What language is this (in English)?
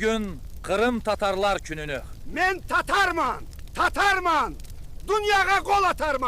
Crimean Tatar